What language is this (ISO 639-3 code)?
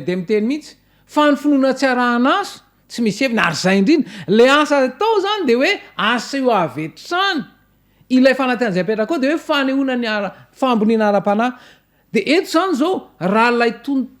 mlg